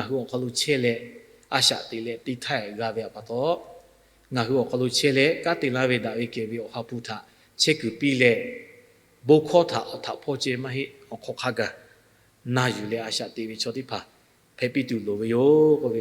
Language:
Lahu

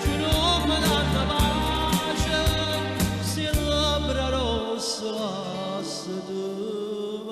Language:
Neapolitan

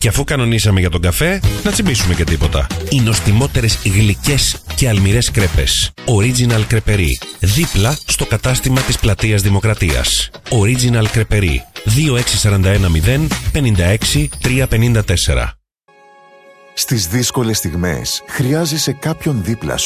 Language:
Greek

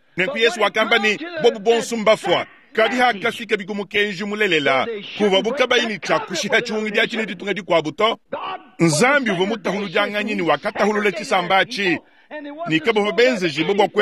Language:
Luba-Lulua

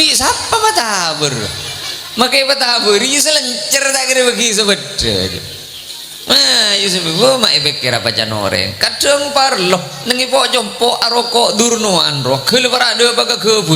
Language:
Madurese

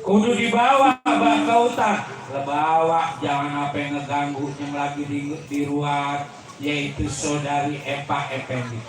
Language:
Betawi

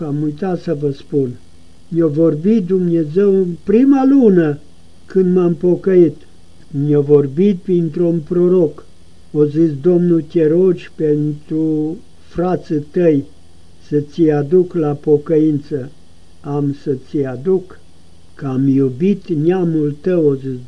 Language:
Romanian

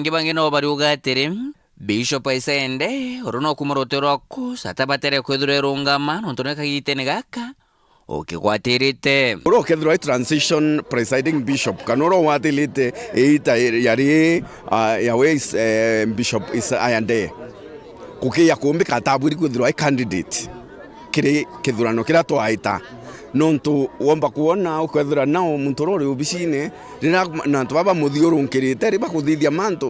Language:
Meru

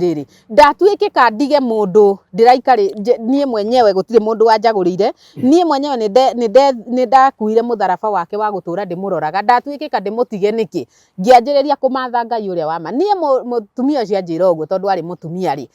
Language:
Kikuyu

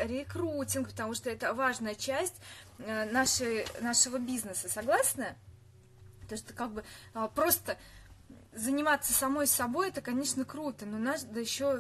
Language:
Russian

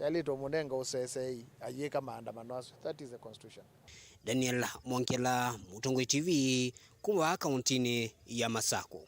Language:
Kamba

